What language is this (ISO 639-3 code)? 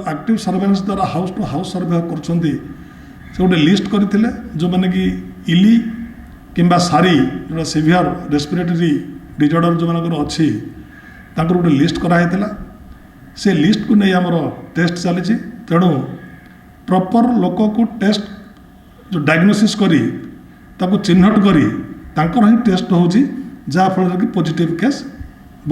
ori